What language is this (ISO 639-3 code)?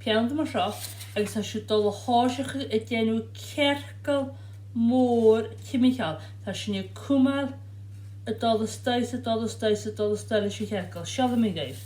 gla